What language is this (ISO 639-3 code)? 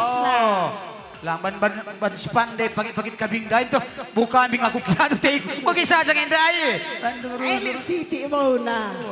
btx